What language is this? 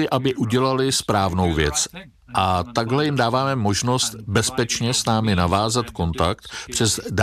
Czech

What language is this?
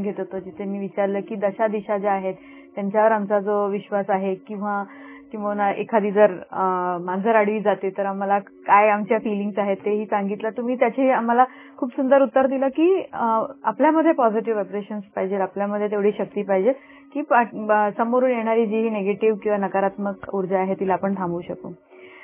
Marathi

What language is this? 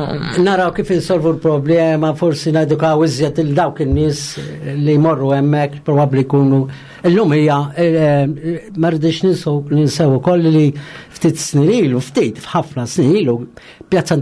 Maltese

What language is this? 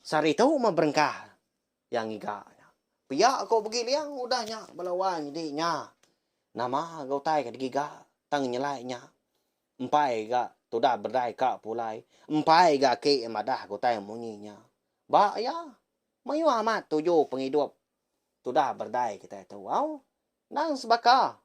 Iban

